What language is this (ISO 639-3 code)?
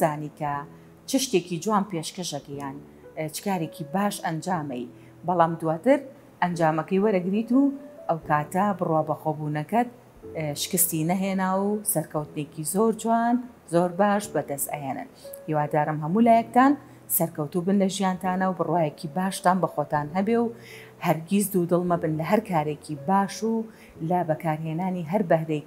ckb